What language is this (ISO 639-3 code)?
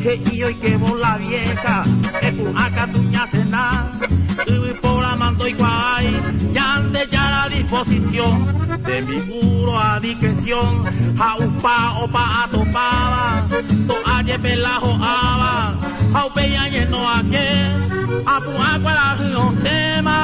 grn